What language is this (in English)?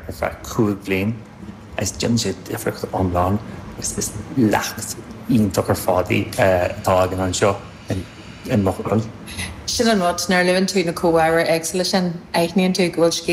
Irish